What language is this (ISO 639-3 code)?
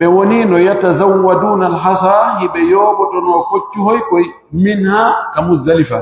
ful